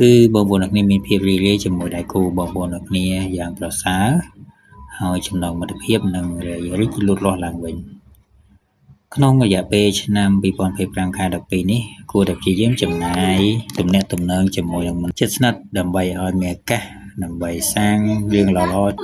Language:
Khmer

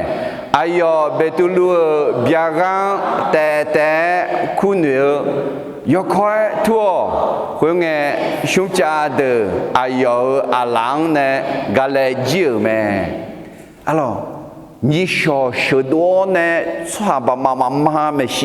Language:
Akha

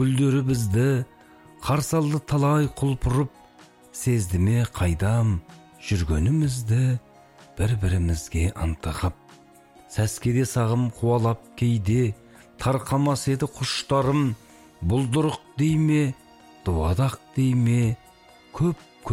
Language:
Kazakh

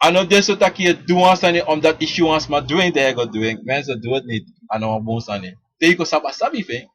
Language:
Sranan Tongo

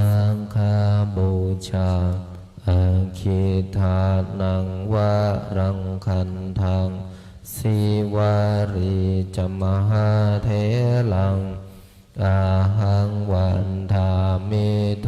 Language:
Pali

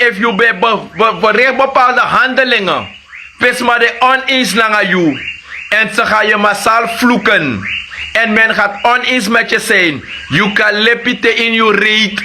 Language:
Sranan Tongo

